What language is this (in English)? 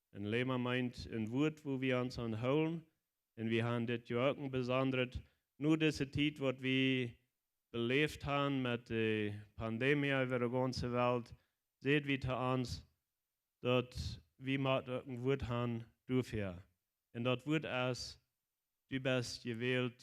Plautdietsch